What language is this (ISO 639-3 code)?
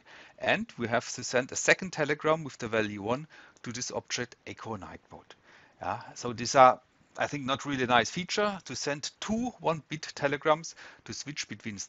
eng